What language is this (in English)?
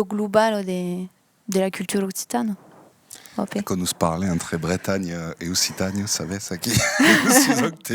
Occitan